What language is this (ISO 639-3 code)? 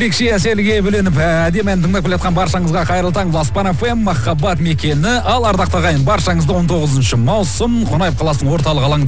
kaz